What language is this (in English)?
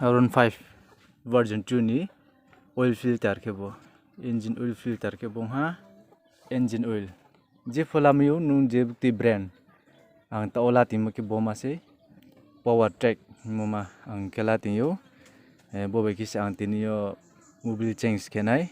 Riang (India)